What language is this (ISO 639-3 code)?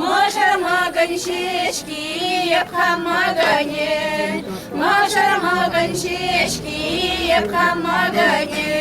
chv